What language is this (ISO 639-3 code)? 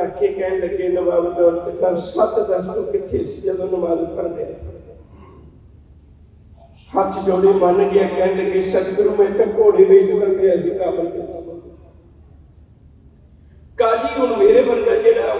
pan